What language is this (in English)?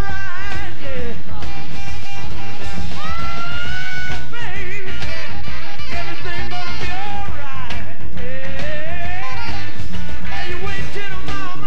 English